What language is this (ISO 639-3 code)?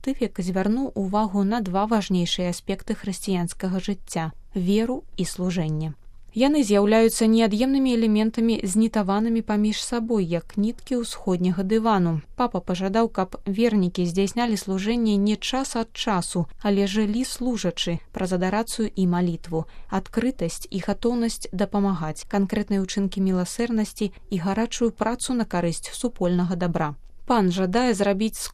bel